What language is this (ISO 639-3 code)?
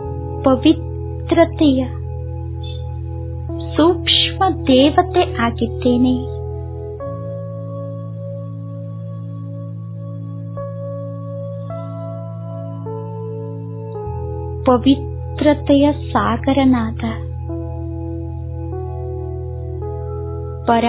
kan